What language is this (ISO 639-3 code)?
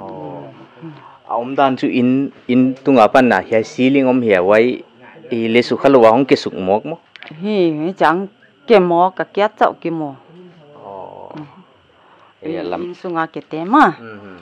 pck